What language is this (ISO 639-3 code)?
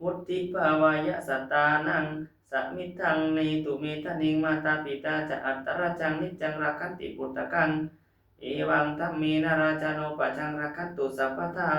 pli